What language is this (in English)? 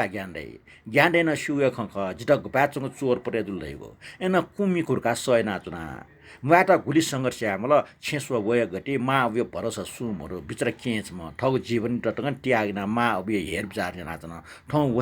Newari